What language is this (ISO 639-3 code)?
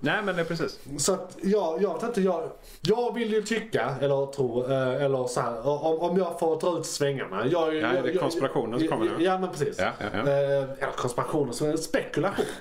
swe